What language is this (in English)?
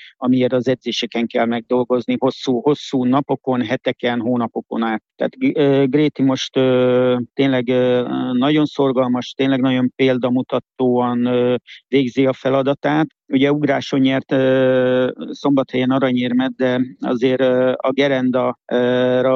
Hungarian